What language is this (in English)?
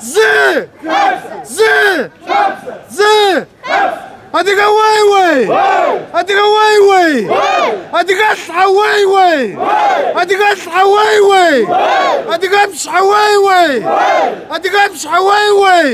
Kabardian